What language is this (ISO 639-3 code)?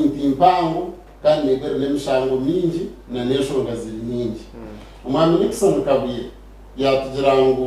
nyn